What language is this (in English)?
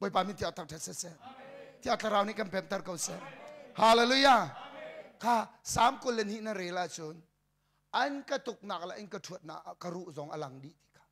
Hakha Chin